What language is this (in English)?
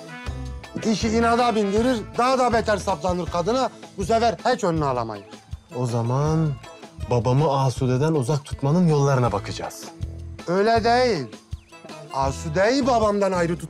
Turkish